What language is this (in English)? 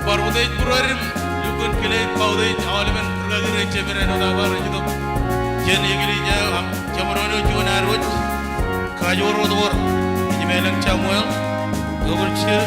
Marshallese